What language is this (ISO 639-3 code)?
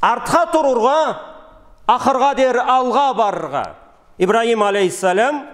krc